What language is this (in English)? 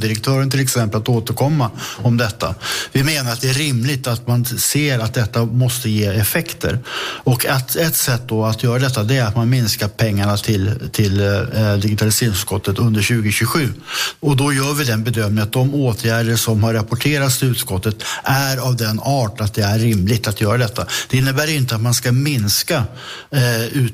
Swedish